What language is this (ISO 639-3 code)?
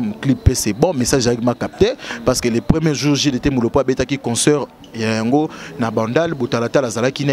lin